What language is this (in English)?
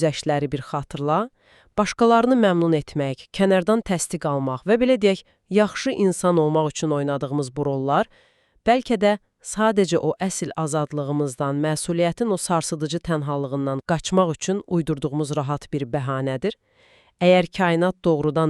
Azerbaijani